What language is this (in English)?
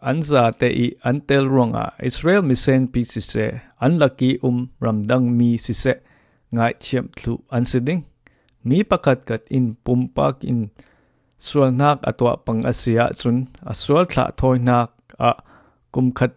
Falam Chin